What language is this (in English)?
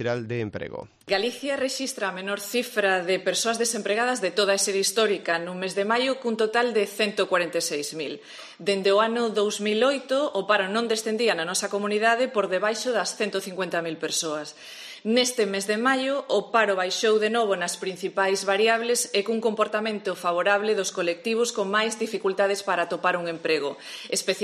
Galician